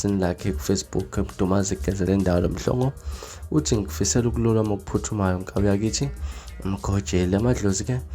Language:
Zulu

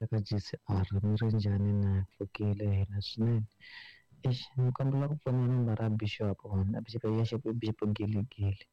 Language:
Tsonga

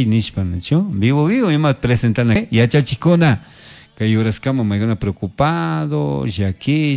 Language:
Chimborazo Highland Quichua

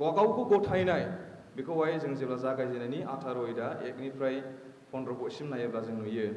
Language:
Bodo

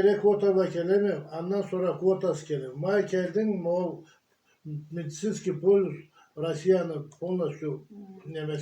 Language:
Karachay-Balkar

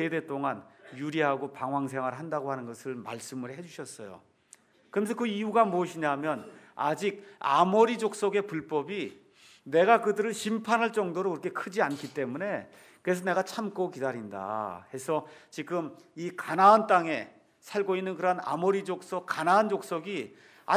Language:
Korean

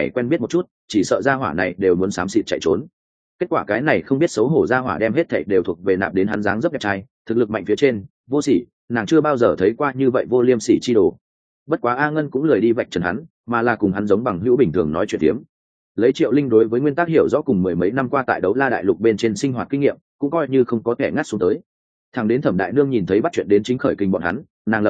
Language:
Vietnamese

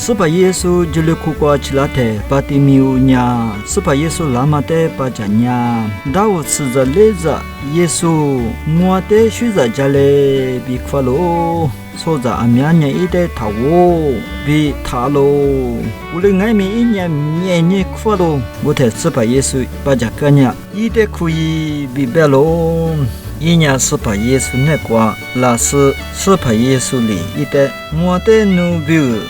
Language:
Lisu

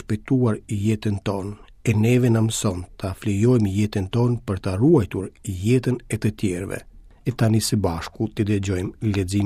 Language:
Albanian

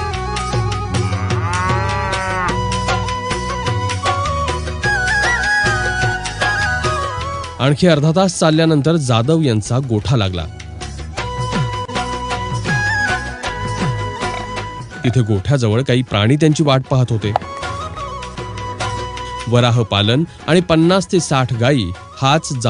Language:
Marathi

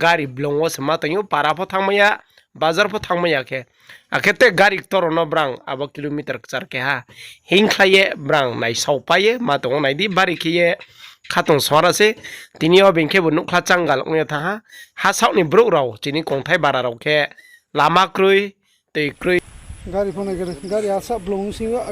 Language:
Riang (India)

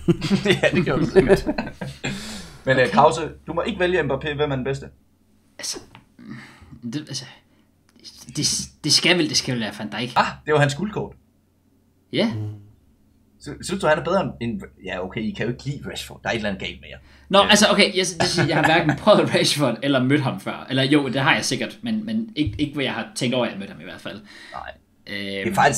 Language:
Danish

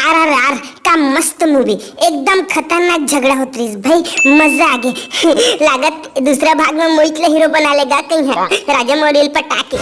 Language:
Chhattisgarhi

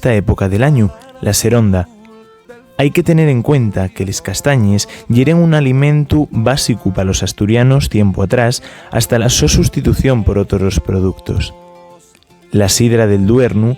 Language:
Asturian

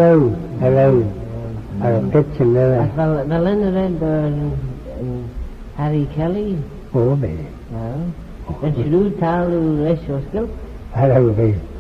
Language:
Manx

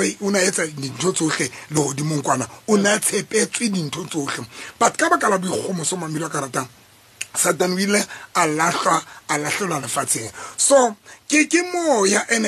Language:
Southern Sotho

